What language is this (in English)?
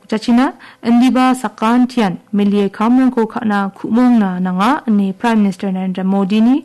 Garo